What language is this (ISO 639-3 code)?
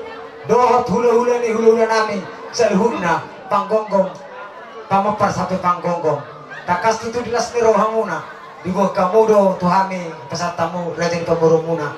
bbc